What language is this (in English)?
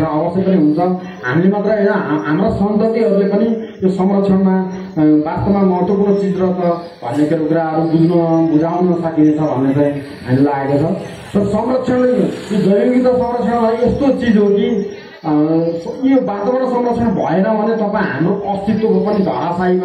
Nepali